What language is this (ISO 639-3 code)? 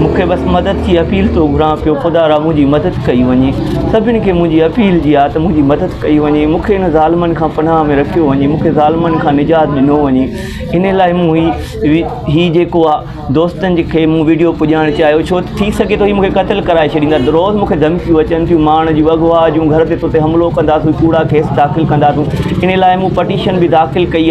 snd